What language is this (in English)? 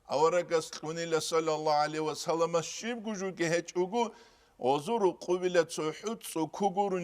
Avaric